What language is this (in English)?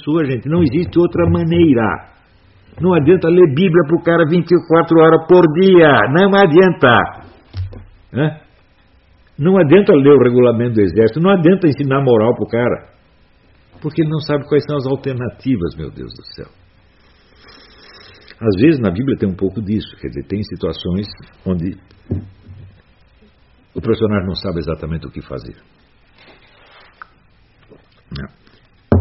Portuguese